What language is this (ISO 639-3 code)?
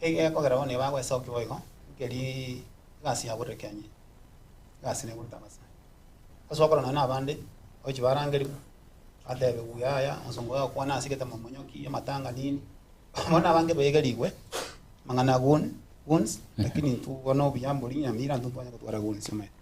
guz